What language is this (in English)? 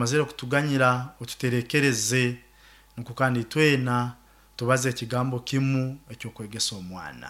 Nyoro